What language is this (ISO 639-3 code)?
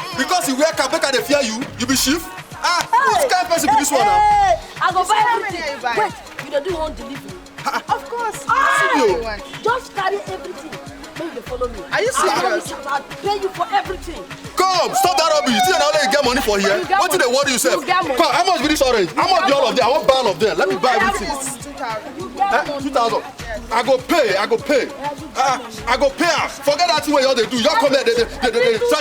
pcm